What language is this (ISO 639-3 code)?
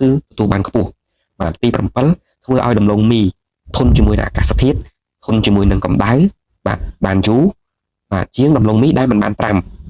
khm